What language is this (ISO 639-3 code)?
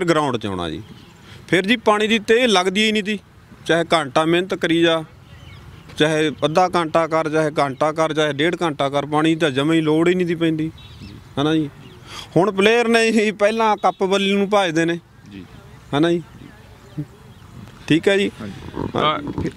pan